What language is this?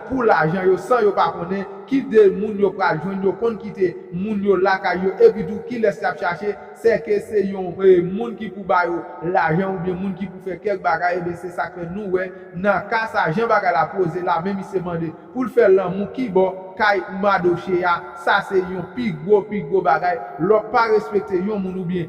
Haitian Creole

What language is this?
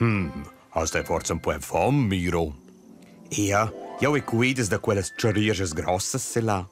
Romansh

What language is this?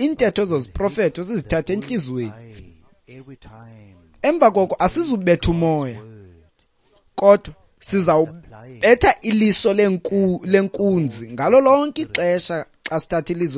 Xhosa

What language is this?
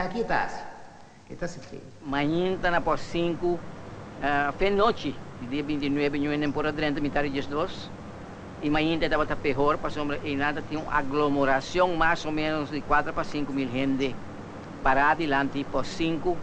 Papiamento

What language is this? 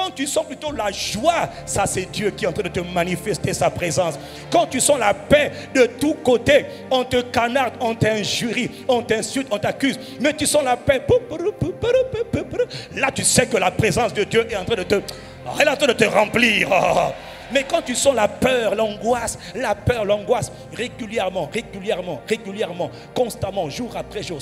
French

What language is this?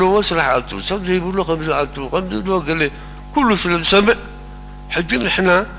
Tigrinya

